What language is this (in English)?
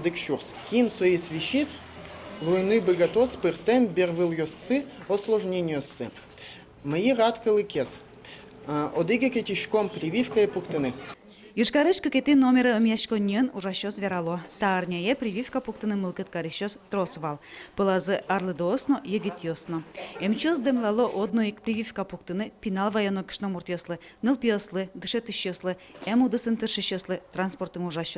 Udmurt